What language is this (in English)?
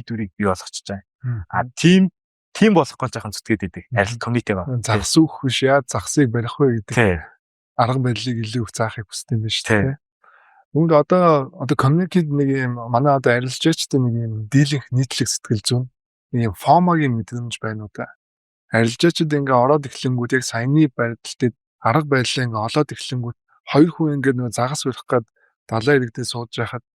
Mongolian